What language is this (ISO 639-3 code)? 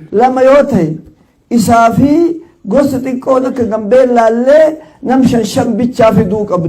orm